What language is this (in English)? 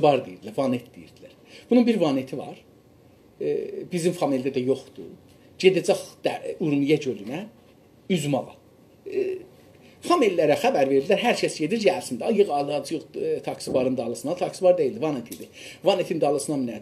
South Azerbaijani